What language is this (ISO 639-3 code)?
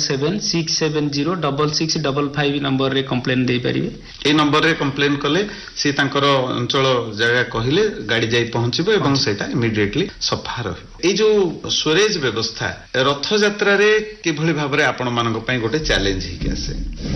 ori